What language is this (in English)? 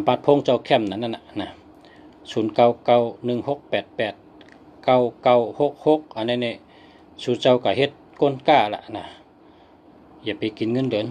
Shan